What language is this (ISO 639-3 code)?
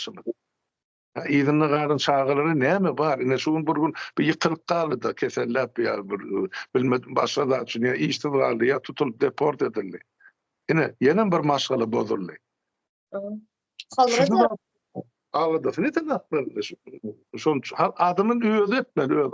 tuk